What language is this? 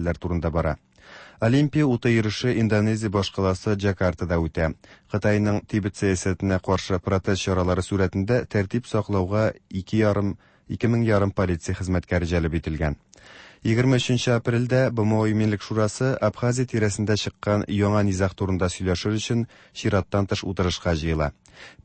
Tatar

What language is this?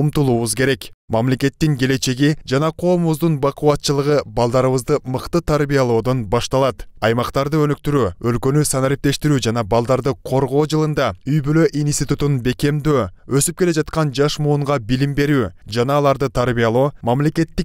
Kyrgyz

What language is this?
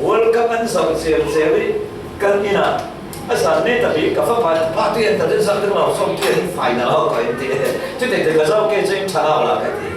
Falam Chin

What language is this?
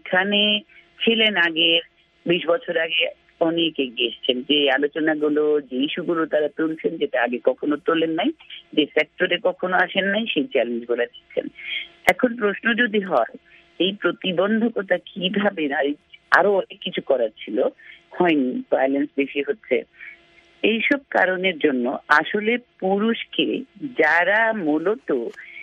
Bangla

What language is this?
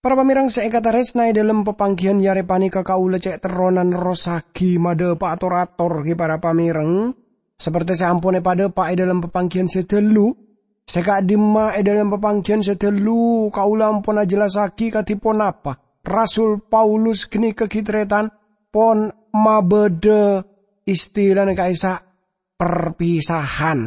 Madurese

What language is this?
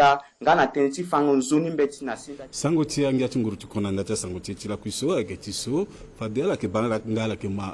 Sango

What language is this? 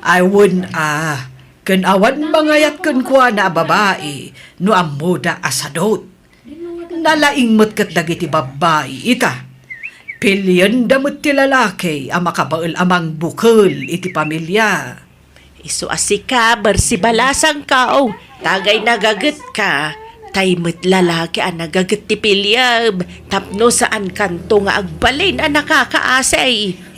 Iloko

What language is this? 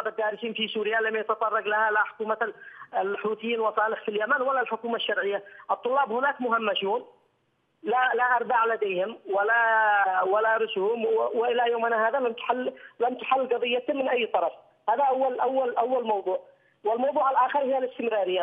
Arabic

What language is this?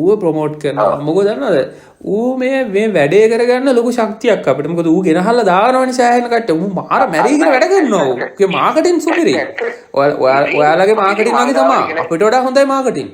Sinhala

